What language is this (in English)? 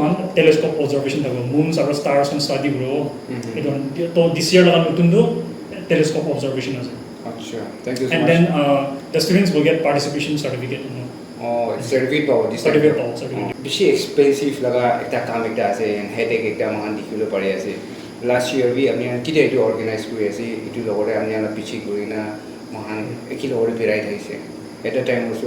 Naga Pidgin